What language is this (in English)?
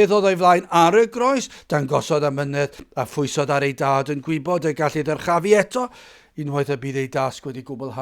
Welsh